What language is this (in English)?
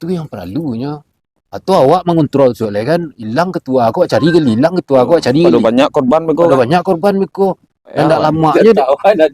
Minangkabau